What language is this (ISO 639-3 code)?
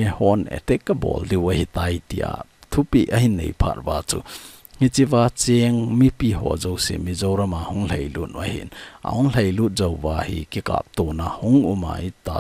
tcz